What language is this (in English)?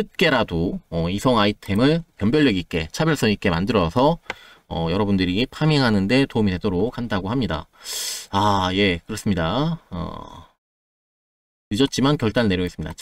Korean